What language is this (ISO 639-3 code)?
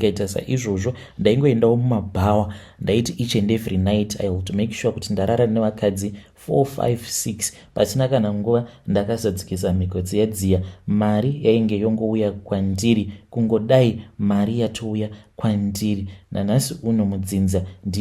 sna